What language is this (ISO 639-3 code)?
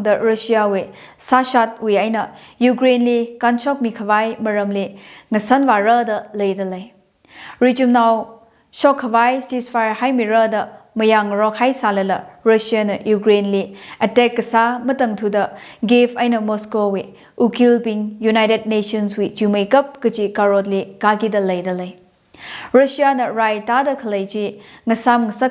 nmf